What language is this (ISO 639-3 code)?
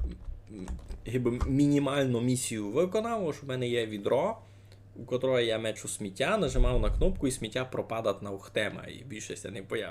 rue